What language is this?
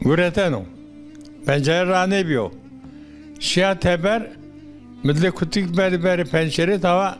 Zaza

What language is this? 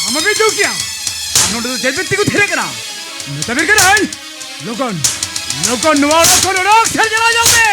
Santali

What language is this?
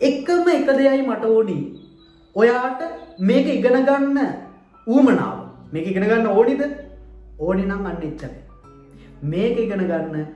Sinhala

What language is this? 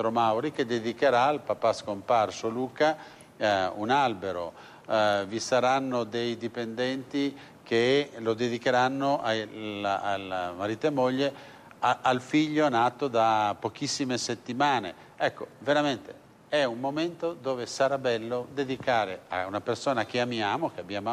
Italian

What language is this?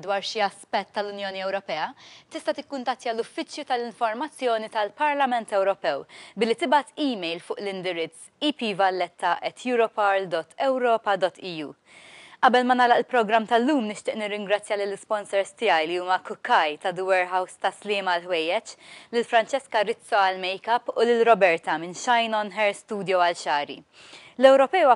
Maltese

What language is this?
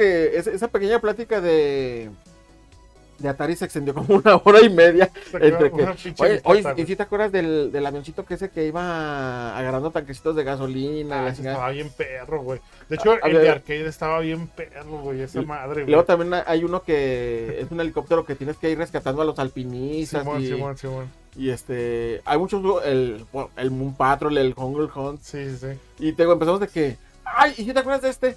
Spanish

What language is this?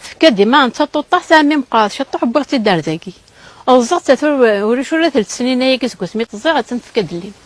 Kabyle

